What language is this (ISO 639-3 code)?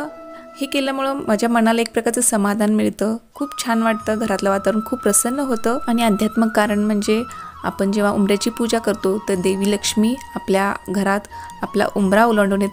mar